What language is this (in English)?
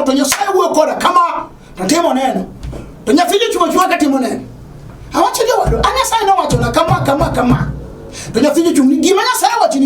Luo (Kenya and Tanzania)